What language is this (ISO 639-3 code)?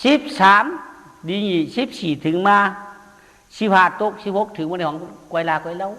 shn